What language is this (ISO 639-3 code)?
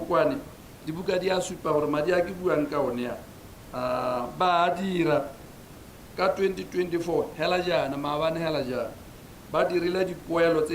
tsn